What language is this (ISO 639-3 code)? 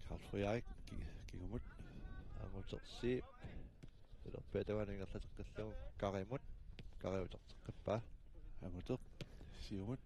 kal